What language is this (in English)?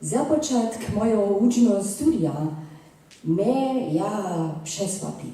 Upper Sorbian